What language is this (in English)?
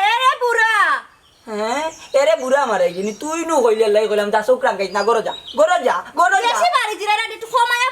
Sylheti